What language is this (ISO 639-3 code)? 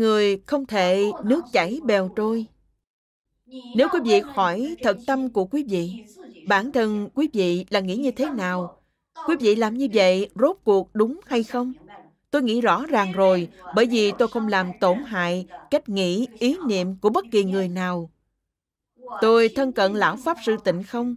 vie